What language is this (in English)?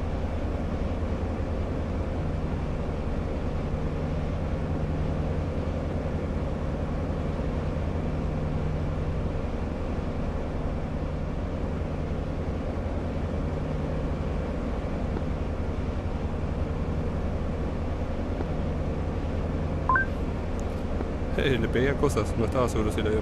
Spanish